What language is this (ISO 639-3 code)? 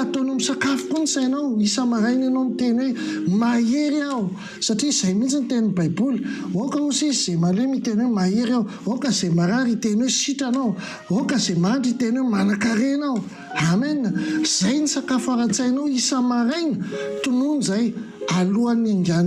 mlg